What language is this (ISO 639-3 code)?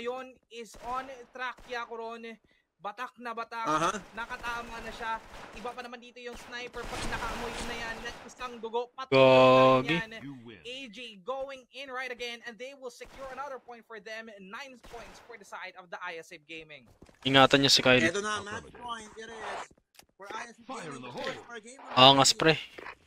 fil